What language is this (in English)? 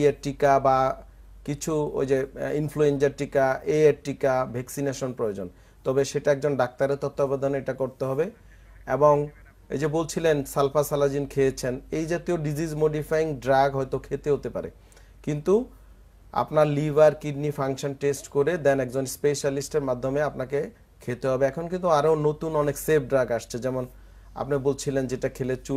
Bangla